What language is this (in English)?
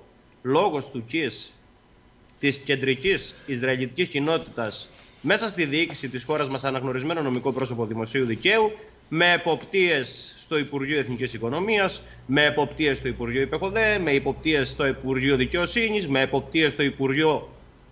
Greek